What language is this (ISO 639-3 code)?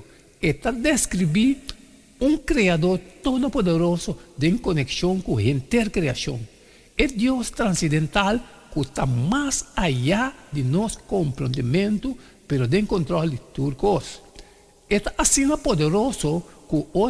pap